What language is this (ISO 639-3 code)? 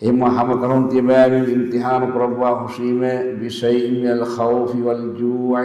div